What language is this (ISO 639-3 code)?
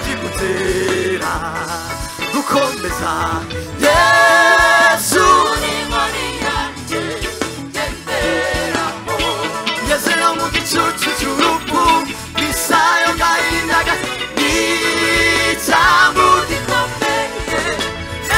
kin